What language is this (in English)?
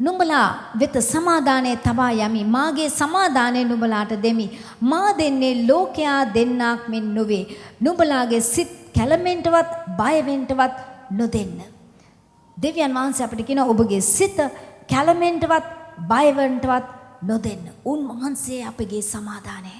Sinhala